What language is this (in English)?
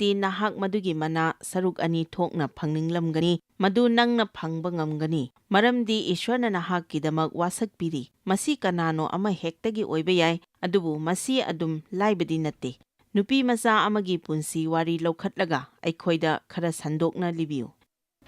Manipuri